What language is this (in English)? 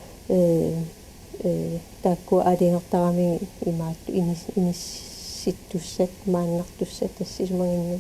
Kalaallisut